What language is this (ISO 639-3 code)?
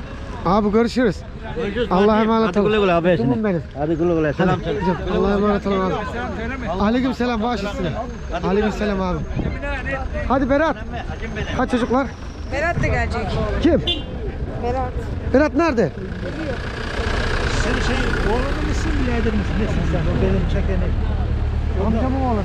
tur